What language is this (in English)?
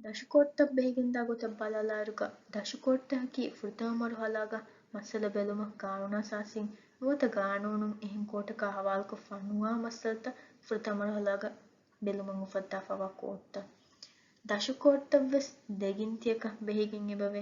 Divehi